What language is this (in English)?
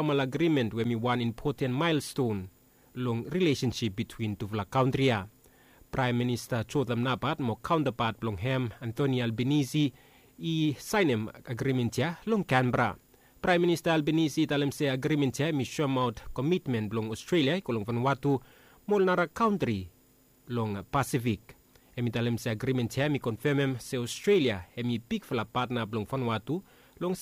Bislama